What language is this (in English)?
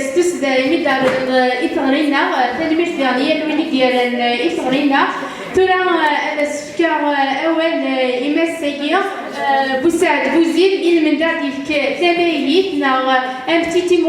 Kabyle